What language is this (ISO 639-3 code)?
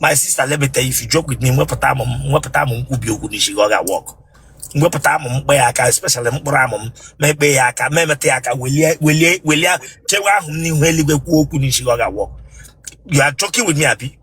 ibo